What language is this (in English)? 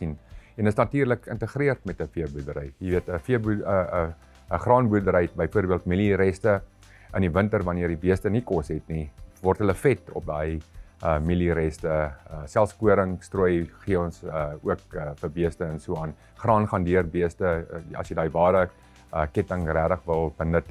Afrikaans